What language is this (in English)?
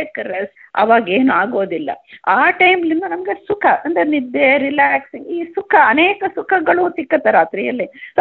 Kannada